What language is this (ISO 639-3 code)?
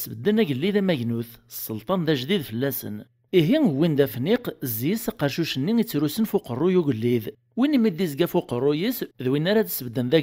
kab